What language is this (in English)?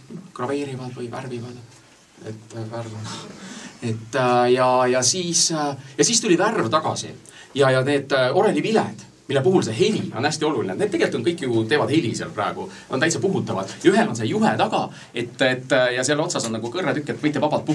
Estonian